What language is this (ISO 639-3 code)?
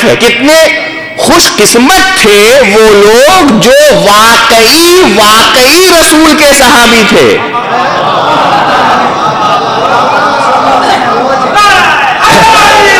urd